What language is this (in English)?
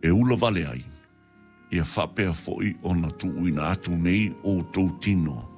Samoan